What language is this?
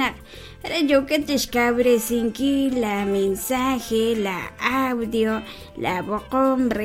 Kekchí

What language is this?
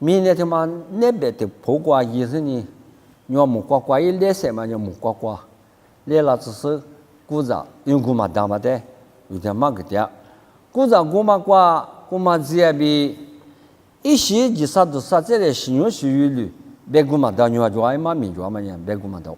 Lisu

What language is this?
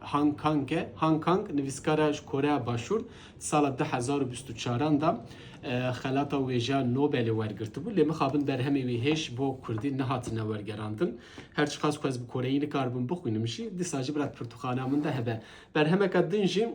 Kurdish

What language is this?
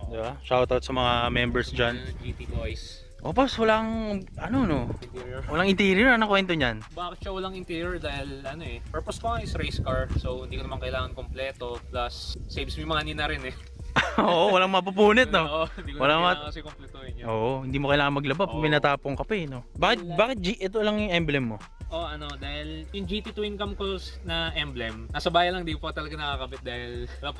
Filipino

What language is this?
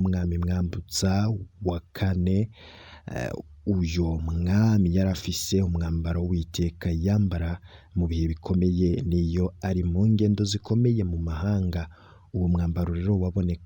Rundi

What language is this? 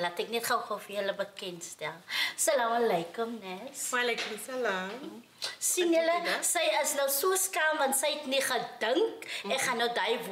Afrikaans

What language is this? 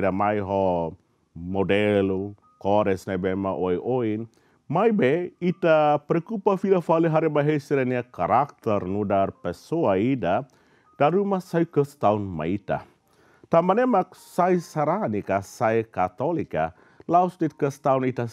Tetum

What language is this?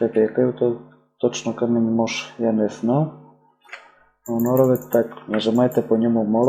Rusyn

